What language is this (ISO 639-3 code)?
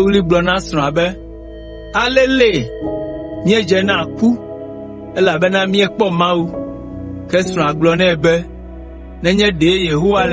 ewe